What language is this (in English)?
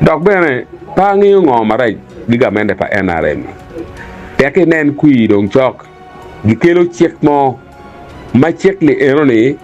Acoli